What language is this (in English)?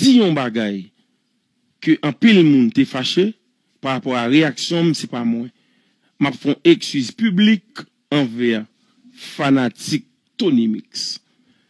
Haitian Creole